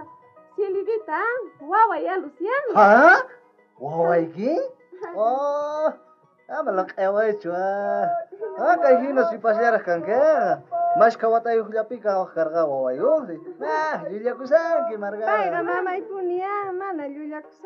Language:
South Bolivian Quechua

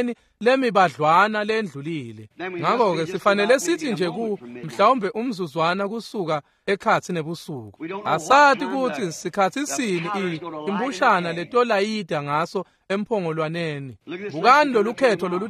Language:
Swati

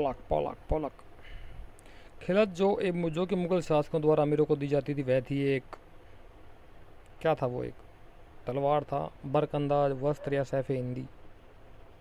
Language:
Hindi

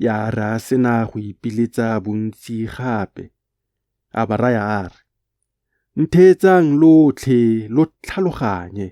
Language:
Tswana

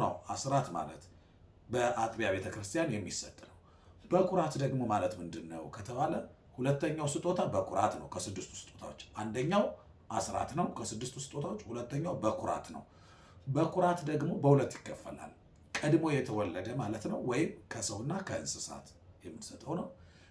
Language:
Amharic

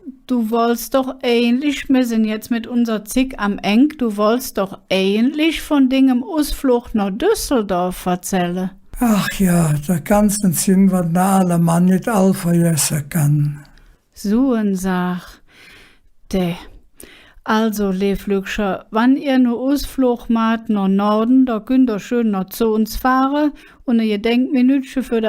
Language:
Colognian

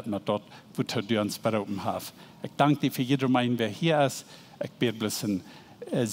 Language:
Plautdietsch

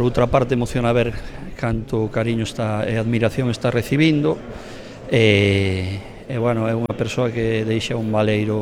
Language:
Galician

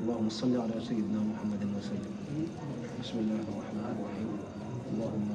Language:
Wolof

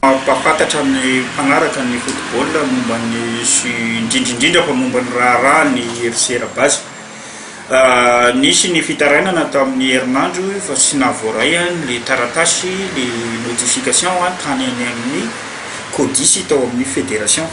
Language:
Malagasy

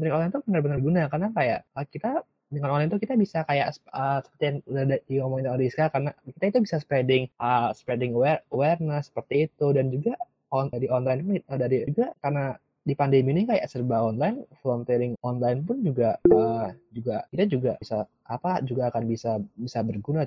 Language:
Indonesian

